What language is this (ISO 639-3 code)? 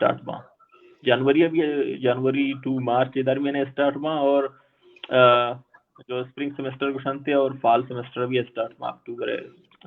bal